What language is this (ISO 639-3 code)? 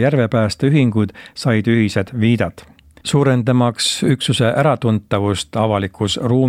est